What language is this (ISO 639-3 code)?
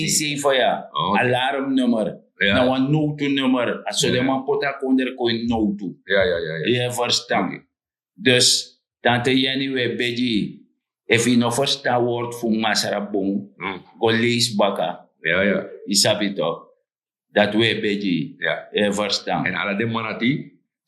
srn